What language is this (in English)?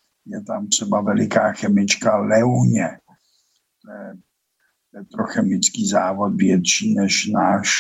Czech